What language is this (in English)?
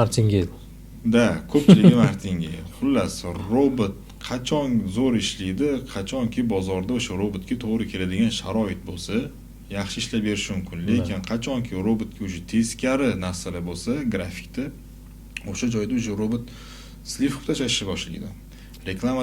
Uzbek